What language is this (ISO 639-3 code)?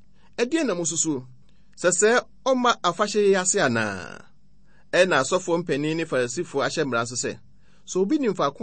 aka